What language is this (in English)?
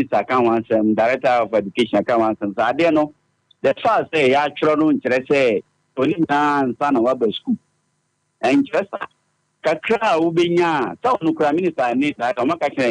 Akan